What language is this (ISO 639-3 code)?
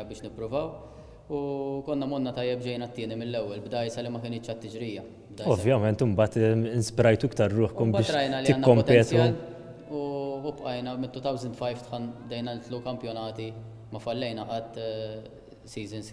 mlt